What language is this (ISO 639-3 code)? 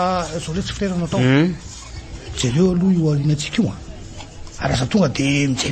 mlg